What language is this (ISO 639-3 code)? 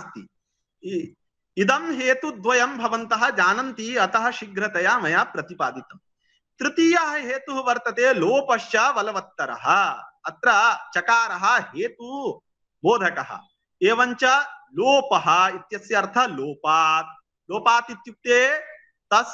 san